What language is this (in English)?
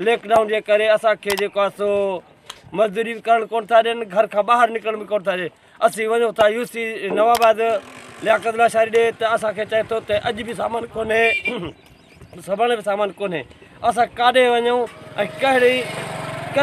Sindhi